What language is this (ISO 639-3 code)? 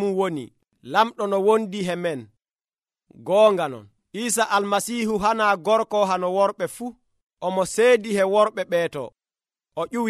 fuv